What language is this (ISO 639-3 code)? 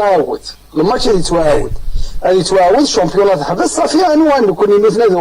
kab